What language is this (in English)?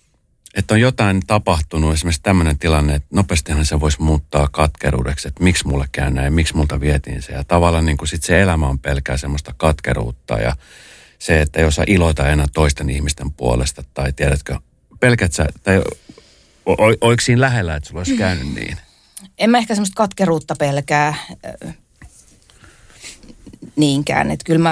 Finnish